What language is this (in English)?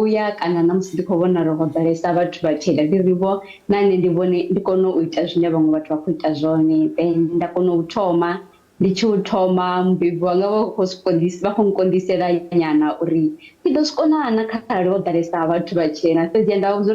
Venda